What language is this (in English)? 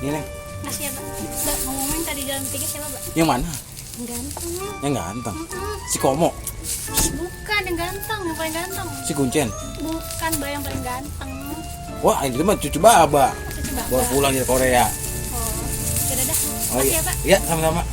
Betawi